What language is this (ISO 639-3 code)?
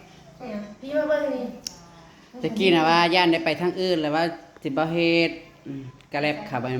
tts